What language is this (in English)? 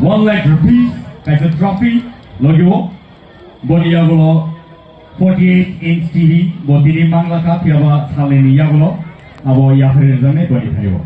Kok Borok